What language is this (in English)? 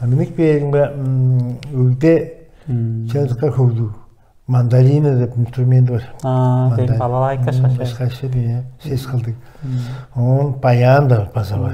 Tuvinian